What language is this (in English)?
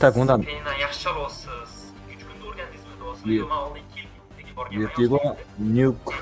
Kara-Kalpak